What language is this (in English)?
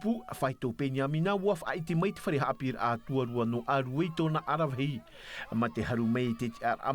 Tahitian